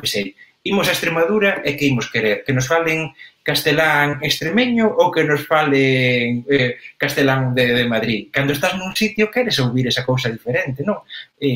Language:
Galician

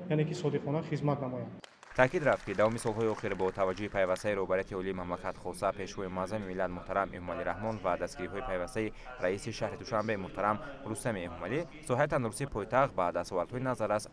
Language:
Tajik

